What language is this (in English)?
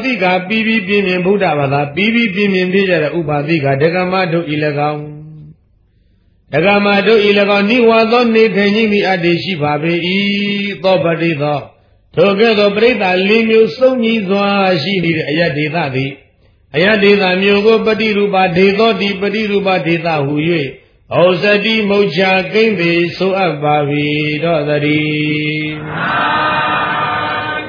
Burmese